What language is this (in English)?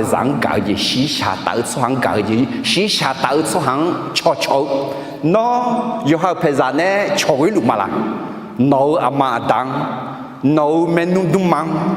Akha